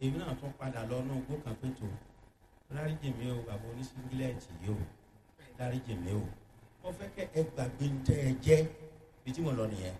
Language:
Yoruba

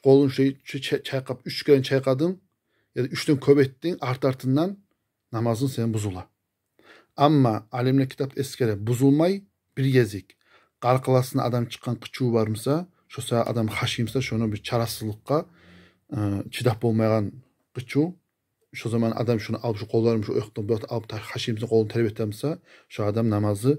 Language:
Kumyk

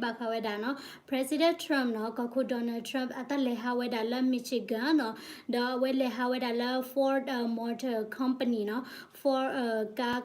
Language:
S'gaw Karen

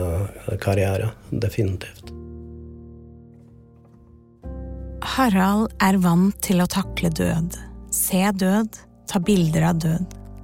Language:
Norwegian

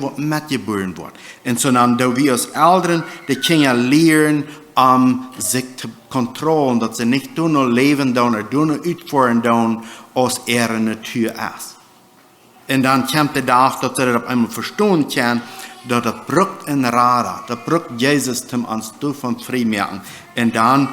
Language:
Plautdietsch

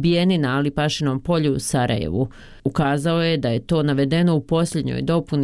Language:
Bosnian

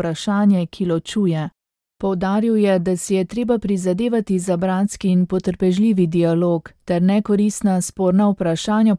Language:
Slovenian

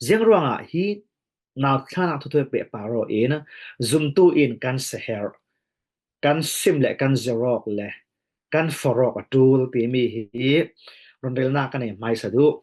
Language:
Falam Chin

